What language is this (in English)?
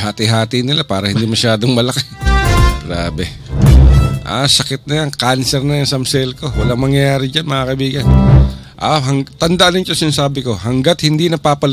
Filipino